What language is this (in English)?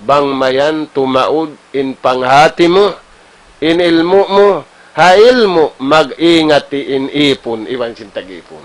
Tausug